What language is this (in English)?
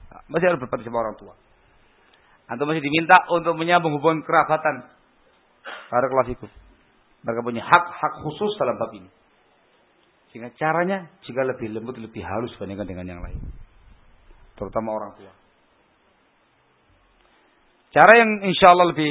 Indonesian